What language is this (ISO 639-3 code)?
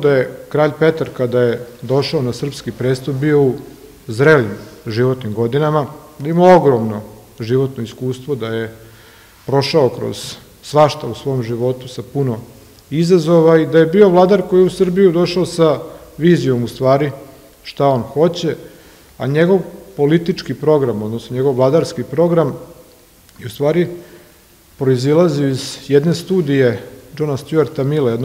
srp